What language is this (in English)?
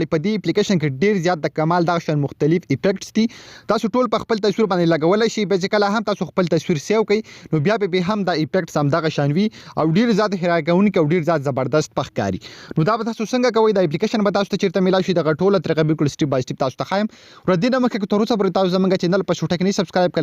Pashto